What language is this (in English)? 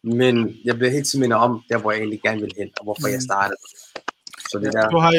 Danish